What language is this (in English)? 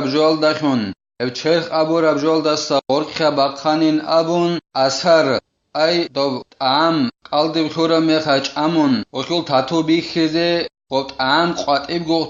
Avaric